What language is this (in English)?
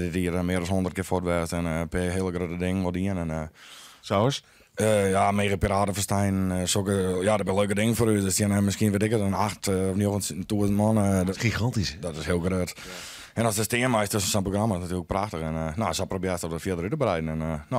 Western Frisian